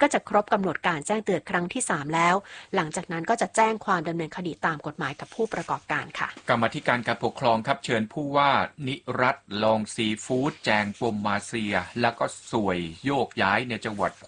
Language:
Thai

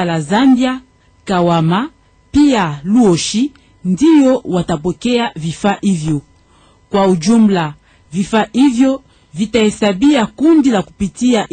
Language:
Swahili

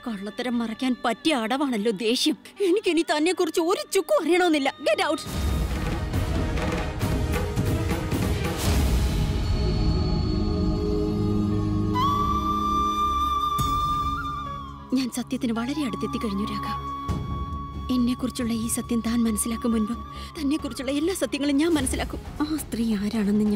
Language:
Malayalam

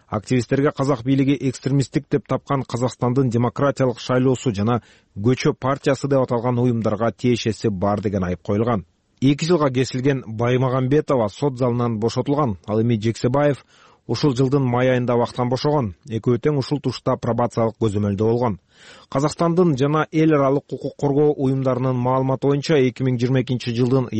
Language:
Kyrgyz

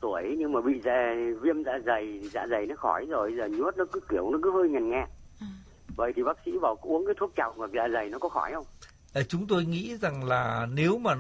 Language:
Vietnamese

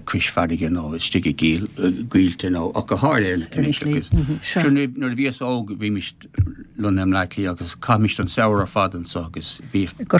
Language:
Irish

